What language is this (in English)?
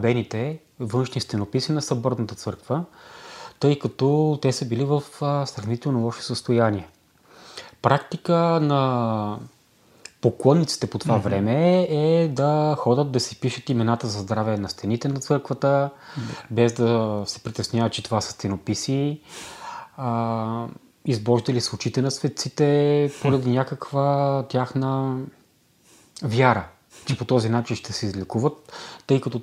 Bulgarian